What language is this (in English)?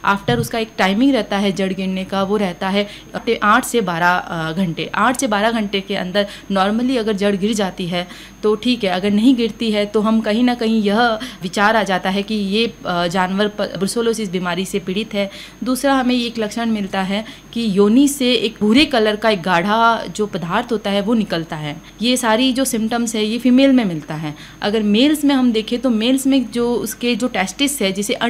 Hindi